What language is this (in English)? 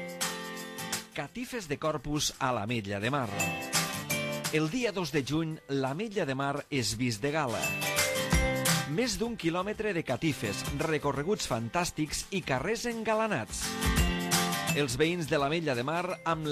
Catalan